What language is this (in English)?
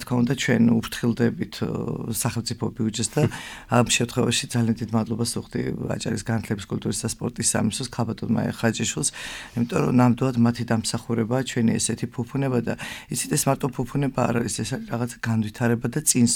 Georgian